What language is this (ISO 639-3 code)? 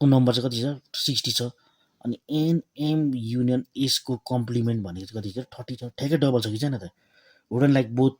nep